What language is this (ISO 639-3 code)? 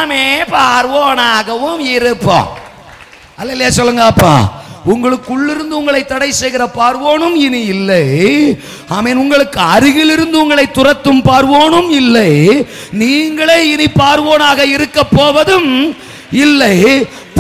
tam